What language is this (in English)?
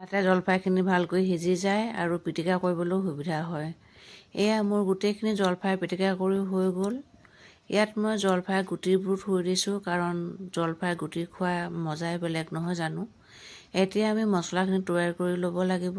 Assamese